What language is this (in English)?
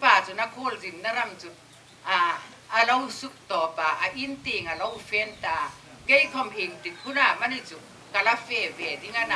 Hmar